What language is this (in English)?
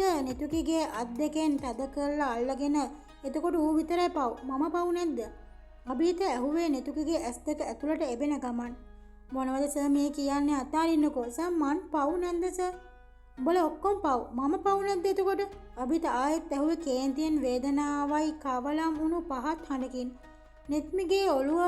Sinhala